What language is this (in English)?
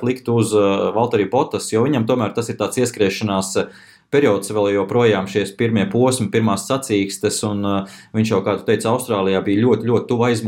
Latvian